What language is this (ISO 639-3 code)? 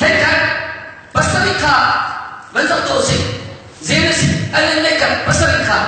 cnh